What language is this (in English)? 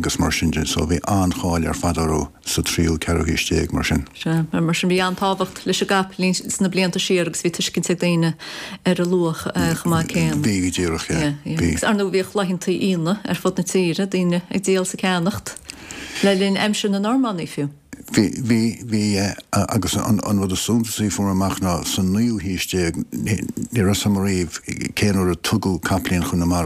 Irish